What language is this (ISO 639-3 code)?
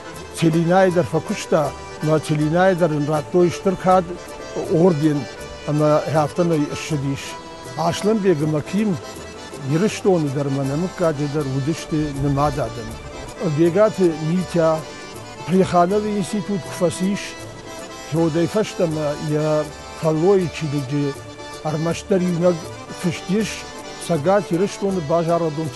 oss